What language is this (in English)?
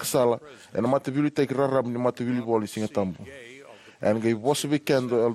Fijian